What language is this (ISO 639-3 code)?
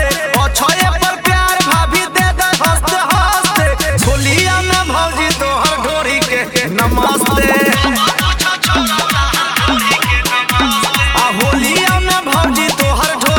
bho